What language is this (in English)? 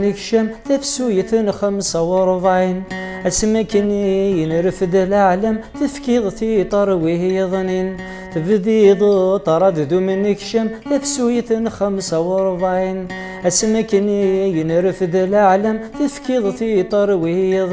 Kabyle